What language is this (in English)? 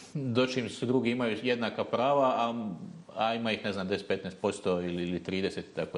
Bosnian